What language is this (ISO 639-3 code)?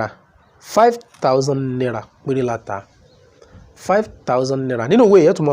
yor